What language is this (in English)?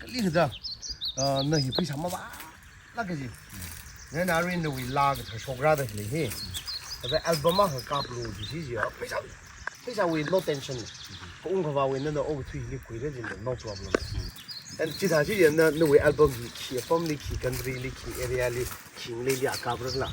Tangkhul Naga (India)